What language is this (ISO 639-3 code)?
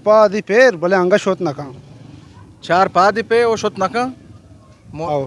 bal